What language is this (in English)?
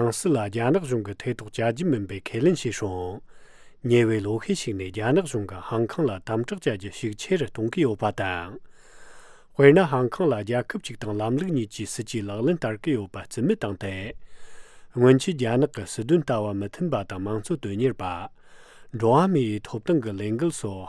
Tibetan